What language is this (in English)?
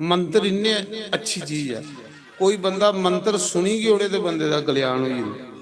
Dogri